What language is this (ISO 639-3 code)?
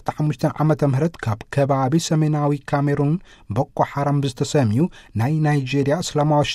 tir